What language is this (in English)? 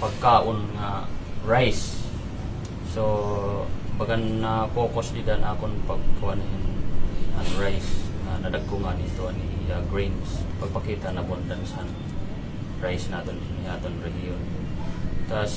Waray